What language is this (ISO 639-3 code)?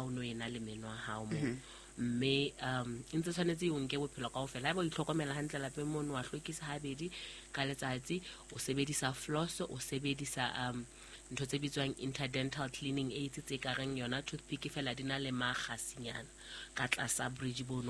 sot